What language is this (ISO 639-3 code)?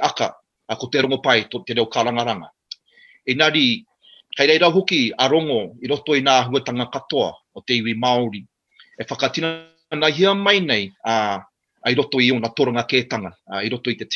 mri